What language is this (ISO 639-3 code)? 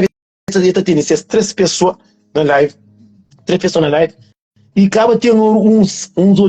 kea